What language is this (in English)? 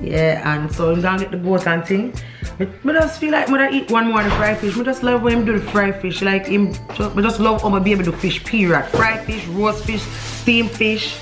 Jamaican Creole English